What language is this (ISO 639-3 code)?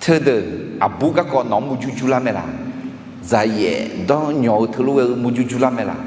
ahk